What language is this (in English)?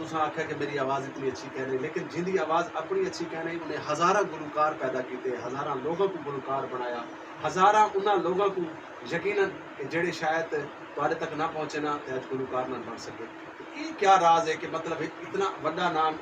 Saraiki